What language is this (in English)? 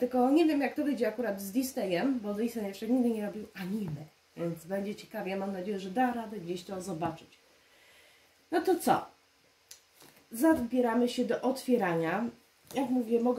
Polish